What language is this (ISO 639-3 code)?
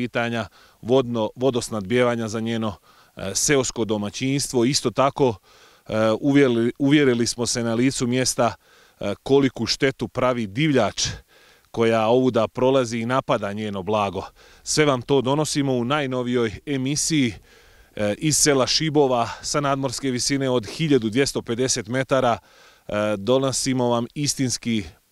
bos